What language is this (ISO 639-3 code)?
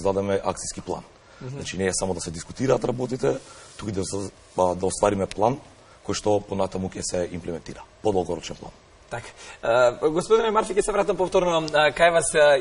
mkd